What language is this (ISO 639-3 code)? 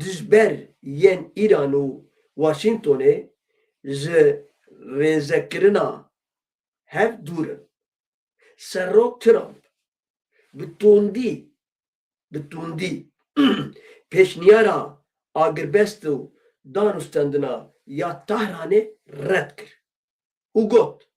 kur